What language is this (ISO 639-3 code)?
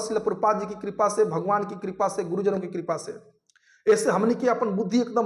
bho